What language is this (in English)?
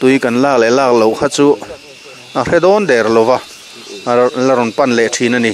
Mizo